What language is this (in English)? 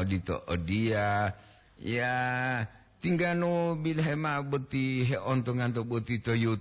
Gorontalo